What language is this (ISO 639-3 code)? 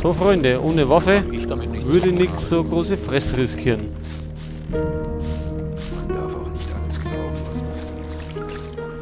bar